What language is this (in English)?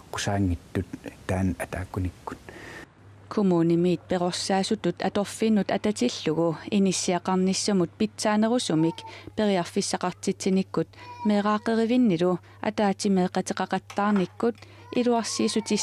Kalaallisut